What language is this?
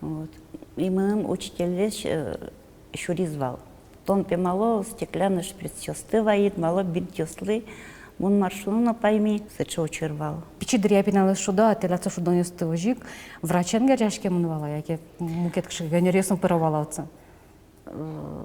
Udmurt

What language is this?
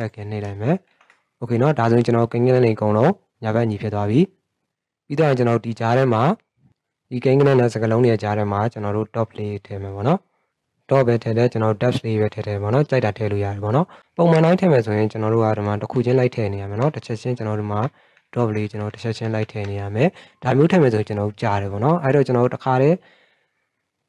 Burmese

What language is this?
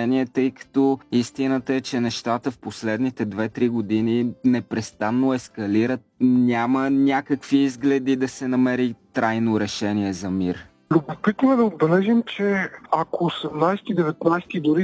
Bulgarian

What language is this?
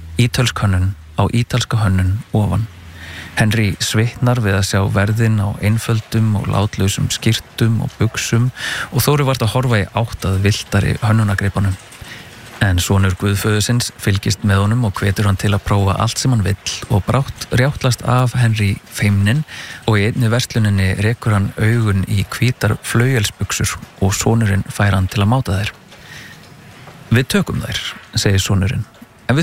Icelandic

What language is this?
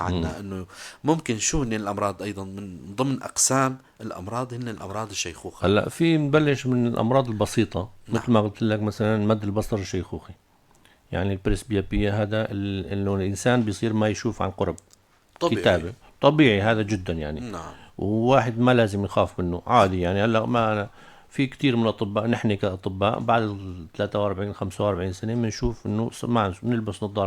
North Levantine Arabic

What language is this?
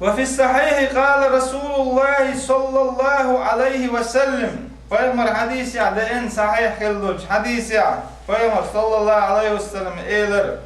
Chechen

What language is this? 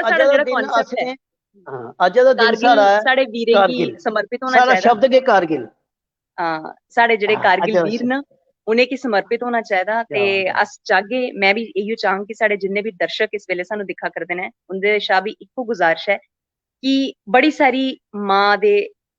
Dogri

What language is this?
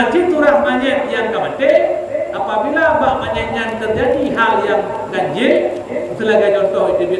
Achinese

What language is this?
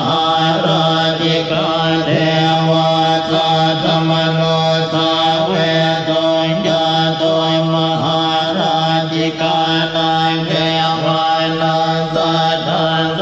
Pali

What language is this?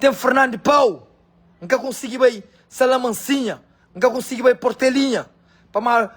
Kabuverdianu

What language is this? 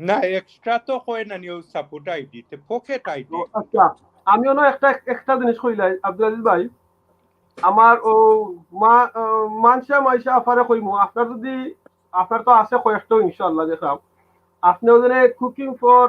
Sylheti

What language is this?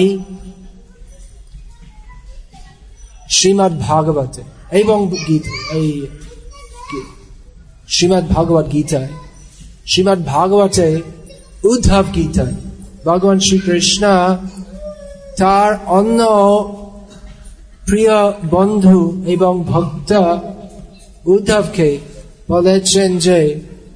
Bangla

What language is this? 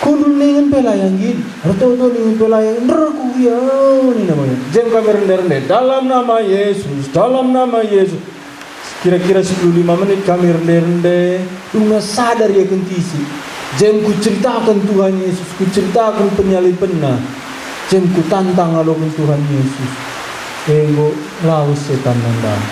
Batak Karo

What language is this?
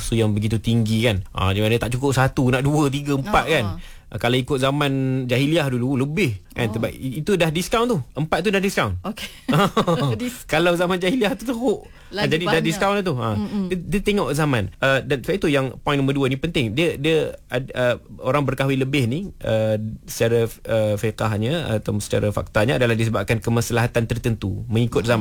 Malay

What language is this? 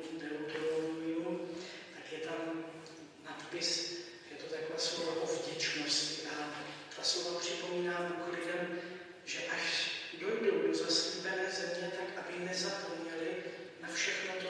Czech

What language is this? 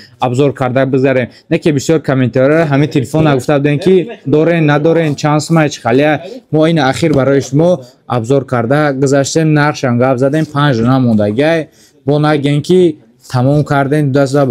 Tajik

